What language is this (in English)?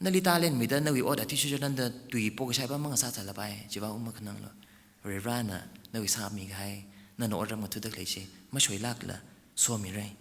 Tangkhul Naga (India)